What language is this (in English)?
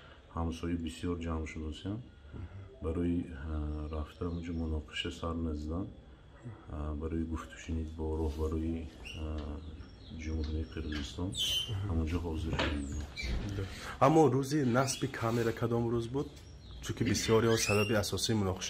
Tajik